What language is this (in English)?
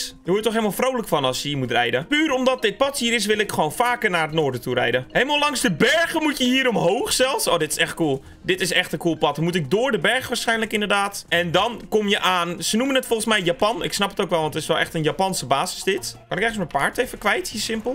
Dutch